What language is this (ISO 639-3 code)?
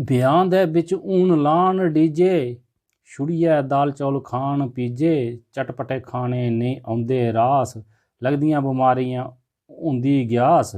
doi